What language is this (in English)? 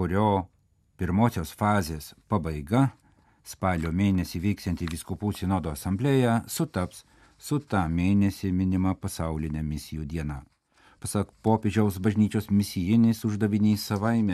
Lithuanian